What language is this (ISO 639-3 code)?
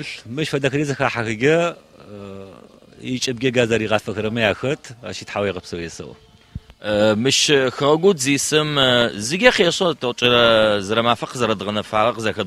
ady